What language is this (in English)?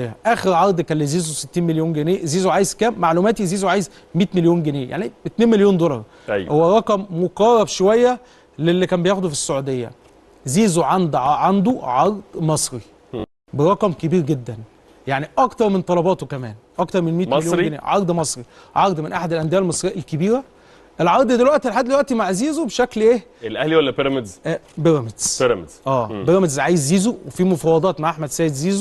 Egyptian Arabic